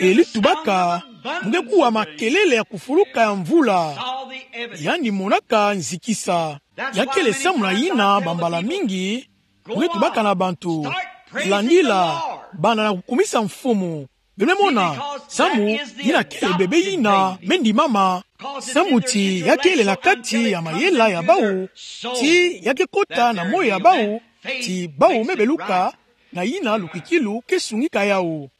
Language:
Kituba (Democratic Republic of Congo)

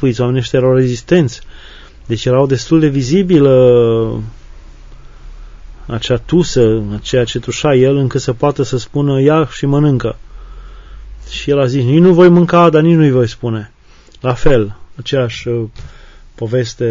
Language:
Romanian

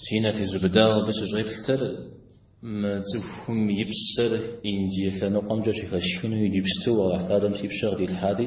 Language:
Kabardian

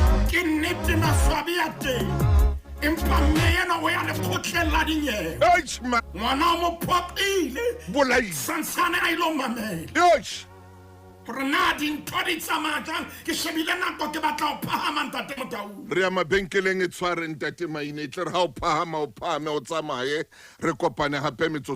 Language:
Southern Sotho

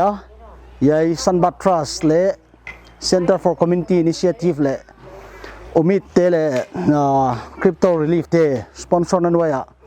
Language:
Paite Chin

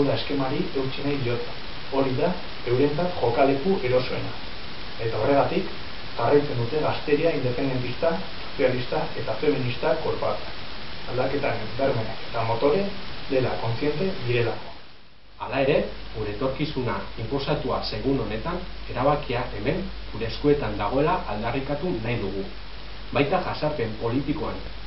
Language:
Basque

